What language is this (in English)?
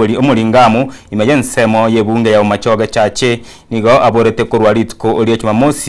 Gusii